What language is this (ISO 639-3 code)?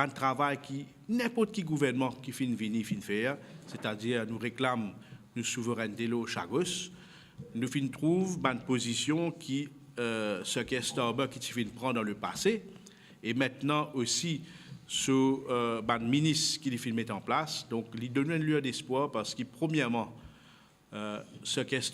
mfe